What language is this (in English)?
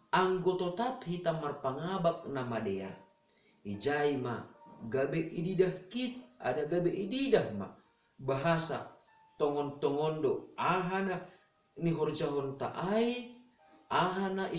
Batak Simalungun